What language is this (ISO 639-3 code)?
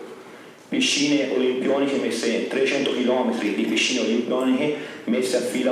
ita